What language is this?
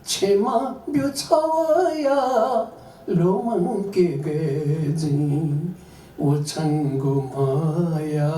Newari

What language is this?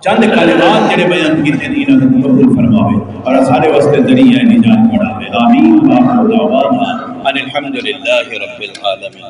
Saraiki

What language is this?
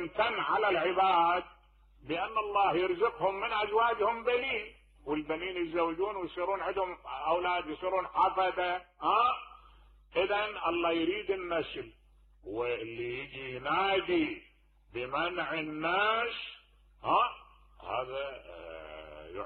Mesopotamian Arabic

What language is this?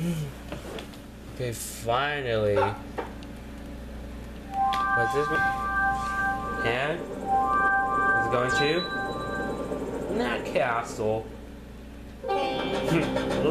English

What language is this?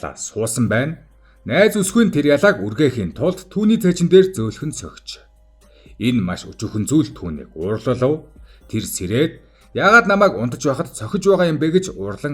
Mongolian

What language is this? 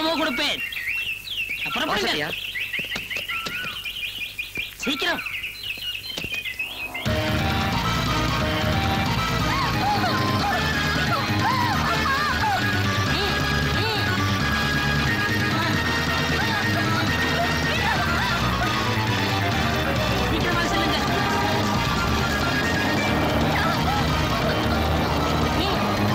Tamil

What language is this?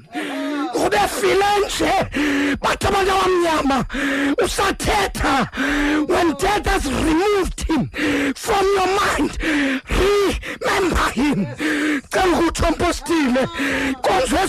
Xhosa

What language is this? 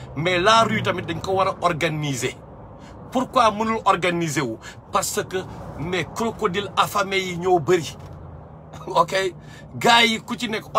Wolof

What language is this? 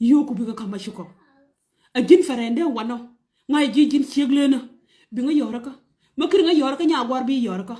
Nuer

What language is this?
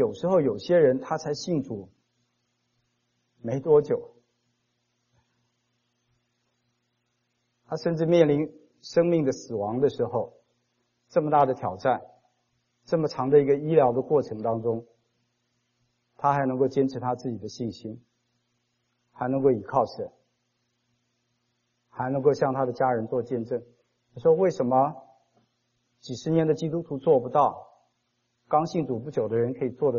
Chinese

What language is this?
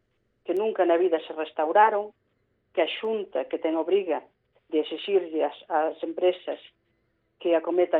Galician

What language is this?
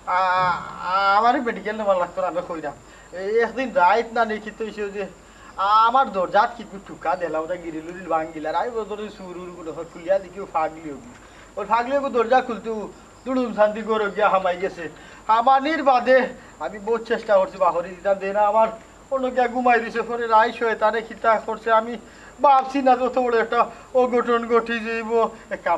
Sylheti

